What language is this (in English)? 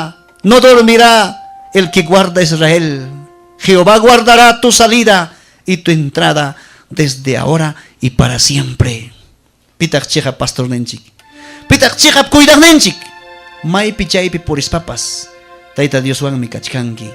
Ayacucho Quechua